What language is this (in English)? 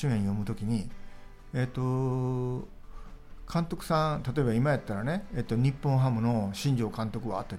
Japanese